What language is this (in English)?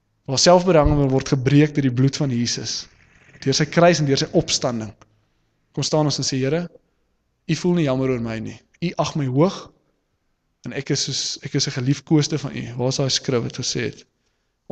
Afrikaans